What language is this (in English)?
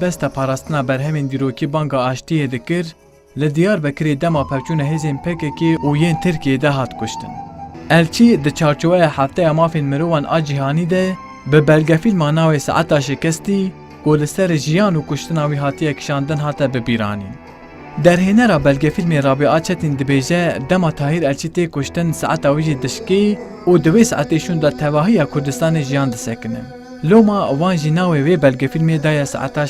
Kurdish